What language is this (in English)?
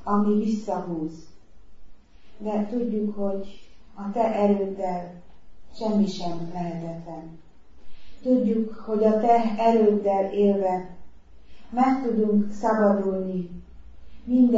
Hungarian